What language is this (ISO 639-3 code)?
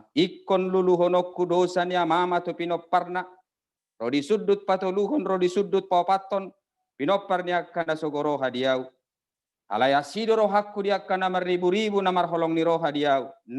bbc